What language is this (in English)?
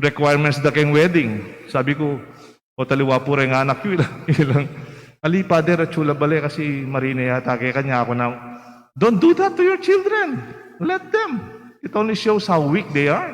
Pampanga